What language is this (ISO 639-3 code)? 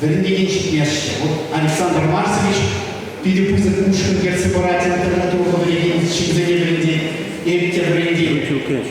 chv